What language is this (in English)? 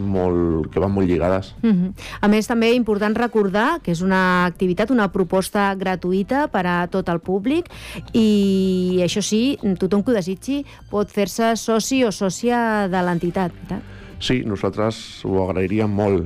Catalan